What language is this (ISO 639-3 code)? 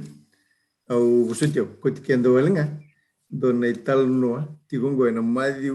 fij